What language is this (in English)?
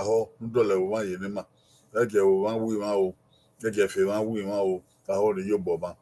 Bini